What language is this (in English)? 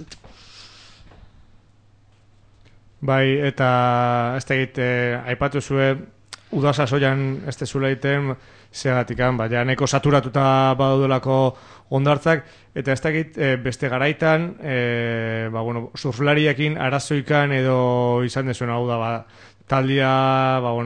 Basque